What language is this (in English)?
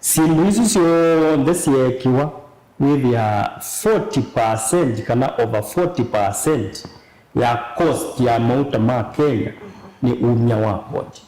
Kamba